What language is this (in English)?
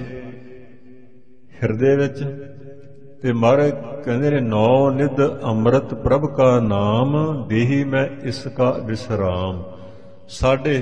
Punjabi